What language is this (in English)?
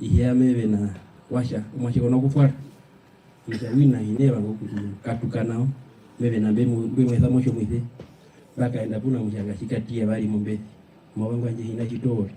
Herero